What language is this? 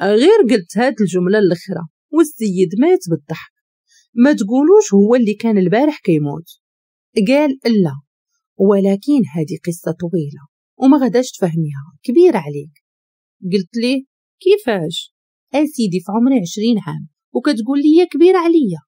Moroccan Arabic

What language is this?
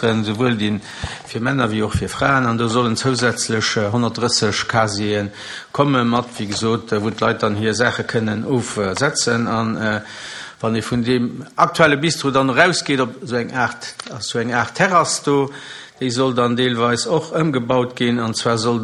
Luxembourgish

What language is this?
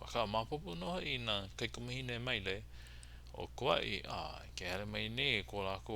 Hawaiian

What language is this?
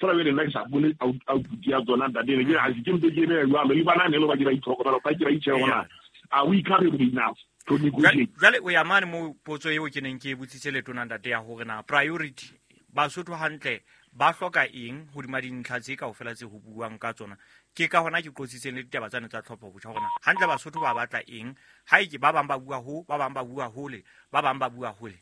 Southern Sotho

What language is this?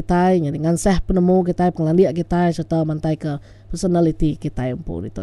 Iban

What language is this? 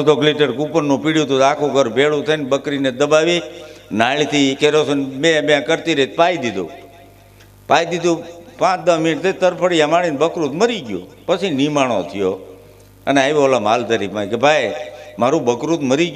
Gujarati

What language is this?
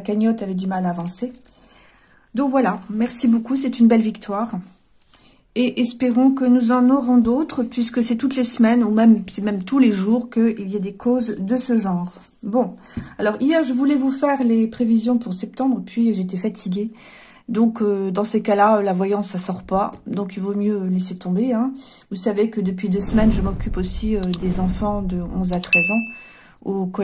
French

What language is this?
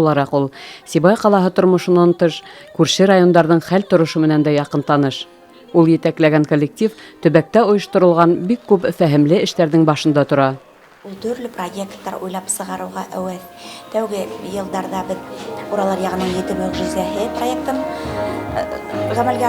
Bashkir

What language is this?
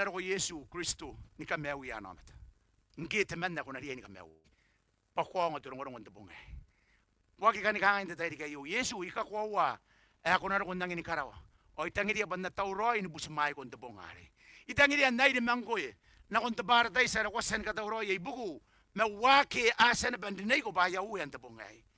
Gilbertese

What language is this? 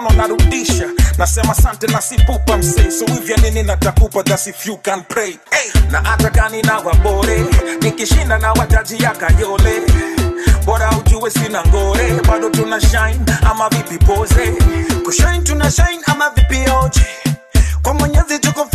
Swahili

